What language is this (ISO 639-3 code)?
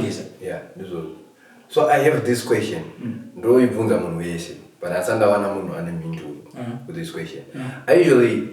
sna